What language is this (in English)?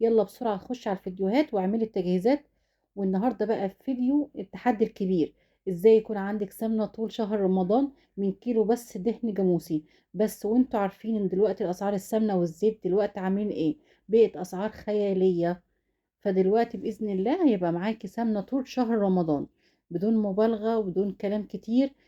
Egyptian Arabic